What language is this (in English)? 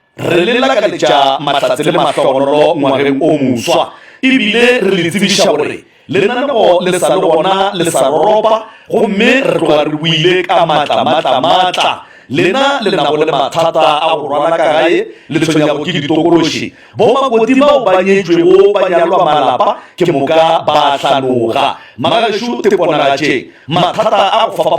Northern Sotho